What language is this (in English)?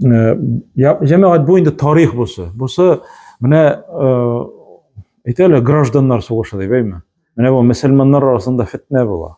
Tatar